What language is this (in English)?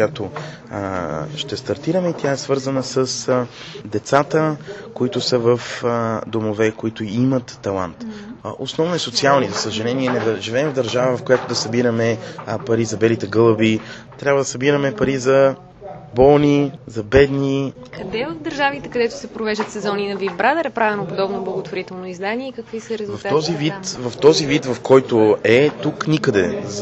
Bulgarian